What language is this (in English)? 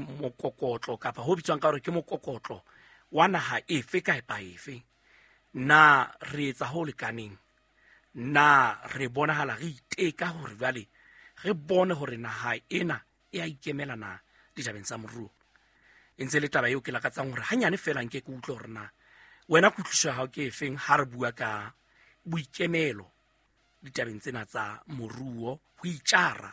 Southern Sotho